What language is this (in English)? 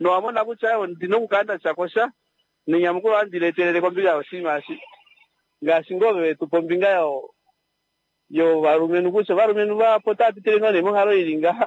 Kuanyama